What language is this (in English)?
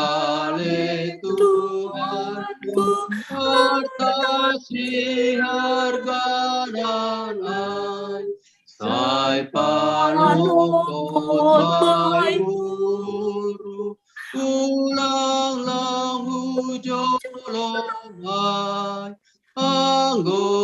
Batak Simalungun